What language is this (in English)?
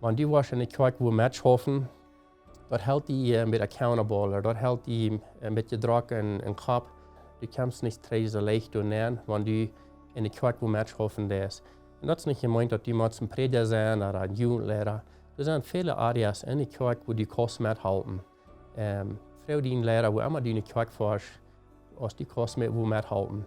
Plautdietsch